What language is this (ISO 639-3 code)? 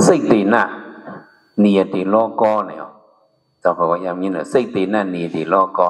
shn